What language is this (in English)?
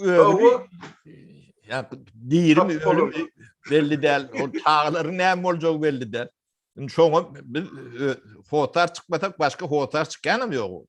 Turkmen